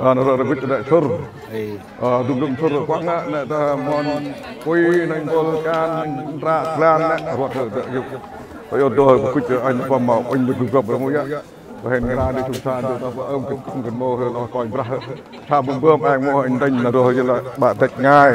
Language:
Central Mnong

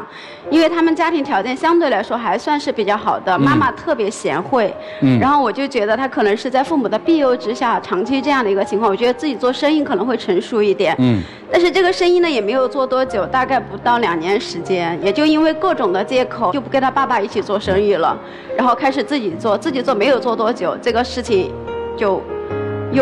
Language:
Chinese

